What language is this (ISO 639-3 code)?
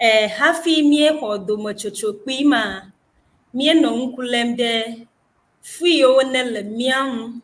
ewe